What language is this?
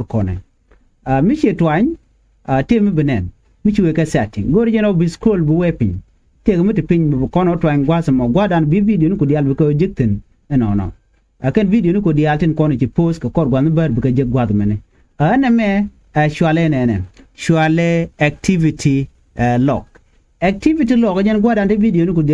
Nuer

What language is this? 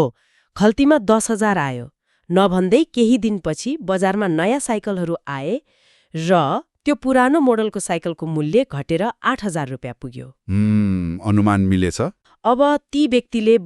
Nepali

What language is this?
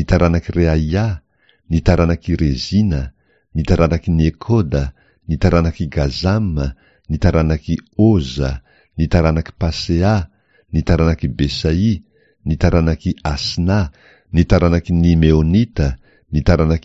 Malagasy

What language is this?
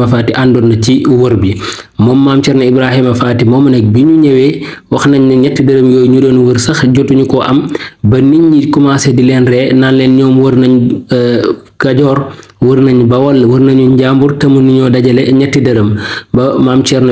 Wolof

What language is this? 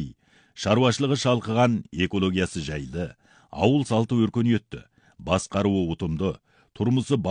Kazakh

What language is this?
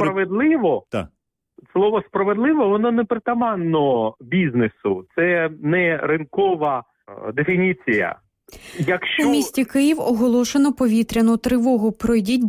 Ukrainian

